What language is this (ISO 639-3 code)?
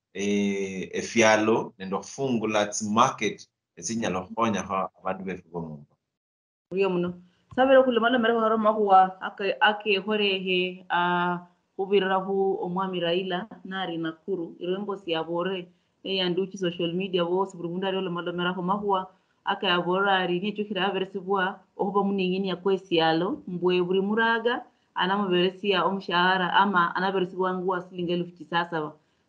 luy